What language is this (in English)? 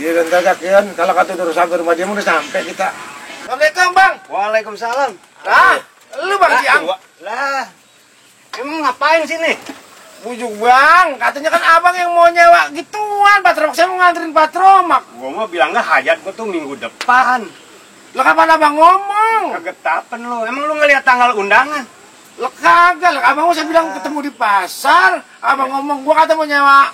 Betawi